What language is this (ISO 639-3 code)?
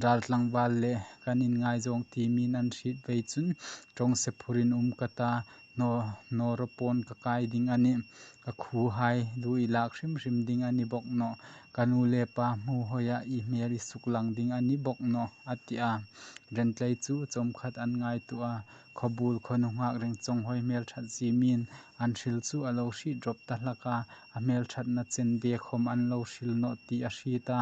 hmr